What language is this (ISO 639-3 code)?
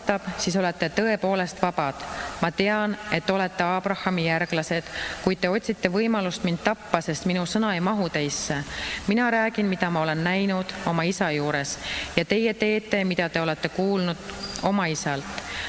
est